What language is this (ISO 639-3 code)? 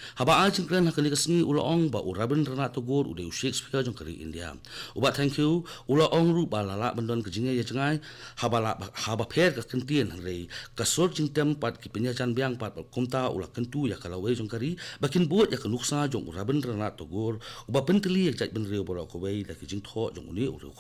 kha